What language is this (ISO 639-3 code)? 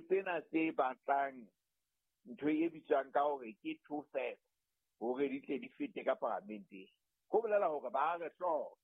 sot